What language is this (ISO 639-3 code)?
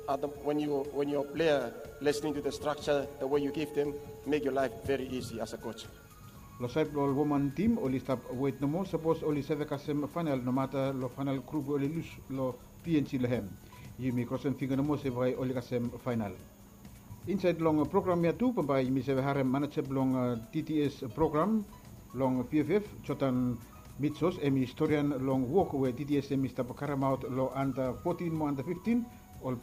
bis